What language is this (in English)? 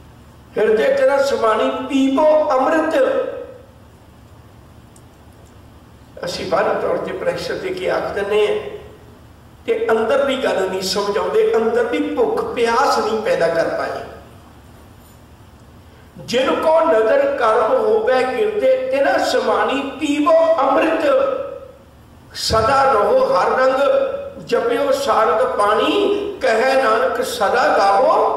Punjabi